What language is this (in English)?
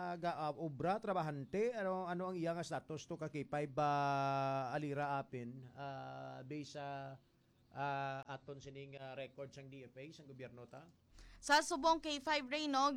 Hiligaynon